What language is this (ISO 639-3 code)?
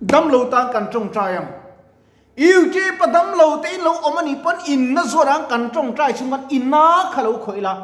lus